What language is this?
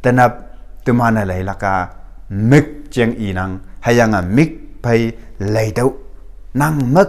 Konyak Naga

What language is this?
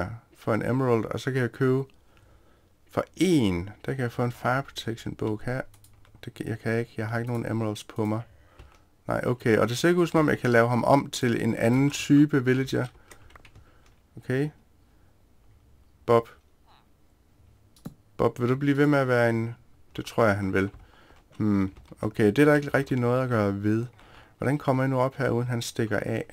Danish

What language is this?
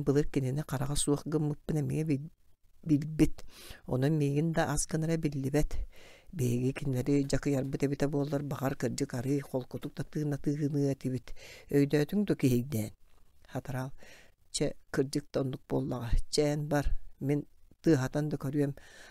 Yakut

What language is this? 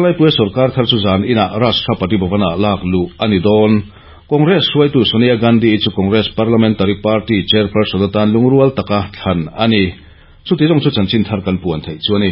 Mizo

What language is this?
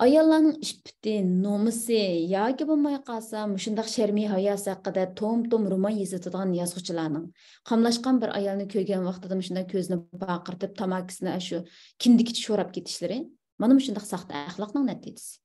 Uyghur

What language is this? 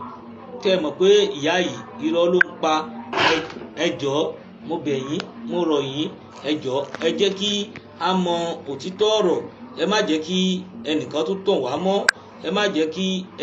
Yoruba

